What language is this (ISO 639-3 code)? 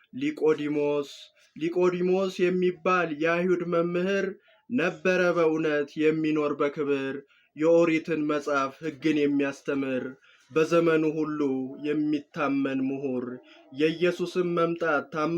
amh